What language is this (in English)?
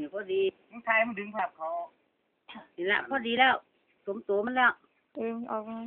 Lao